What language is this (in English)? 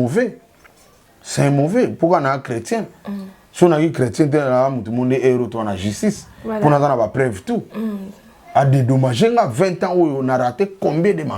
Lingala